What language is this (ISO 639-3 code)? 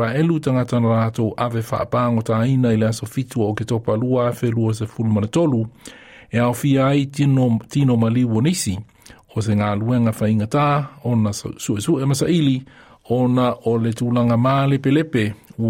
smo